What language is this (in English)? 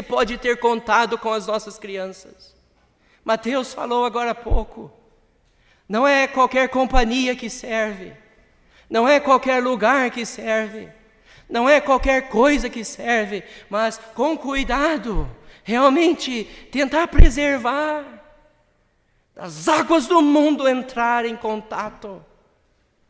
Portuguese